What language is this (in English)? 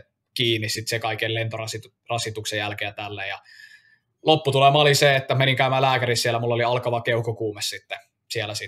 Finnish